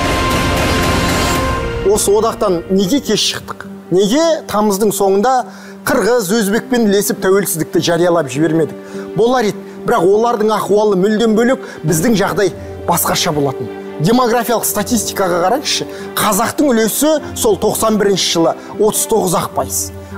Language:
Kazakh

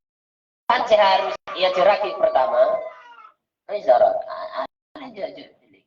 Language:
Madurese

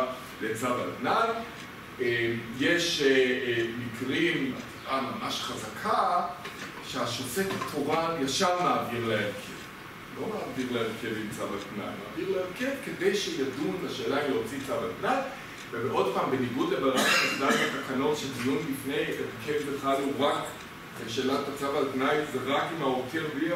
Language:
Hebrew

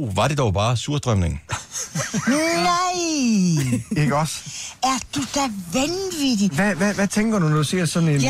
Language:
Danish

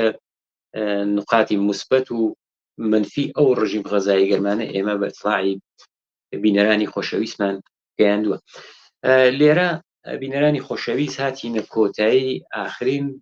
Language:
Central Kurdish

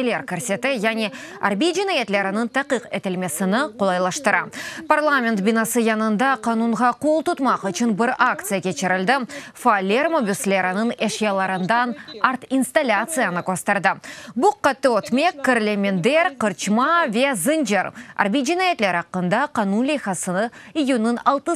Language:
Crimean Tatar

